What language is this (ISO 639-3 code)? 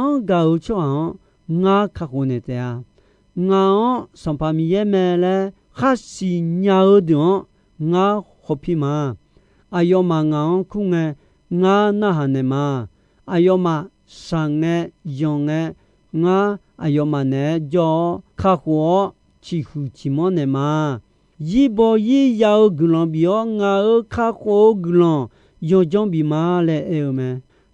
ahk